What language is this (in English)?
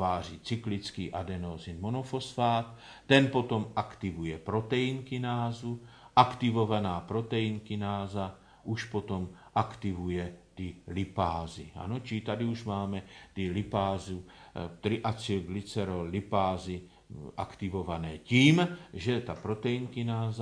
Czech